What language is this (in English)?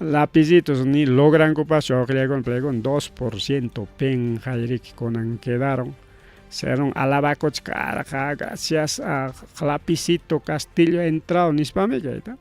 Ayacucho Quechua